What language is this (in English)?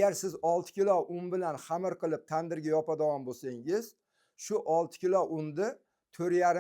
Uzbek